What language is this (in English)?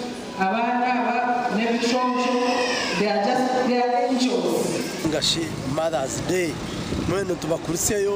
Nyankole